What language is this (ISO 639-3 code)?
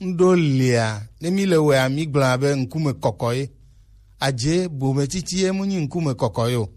gej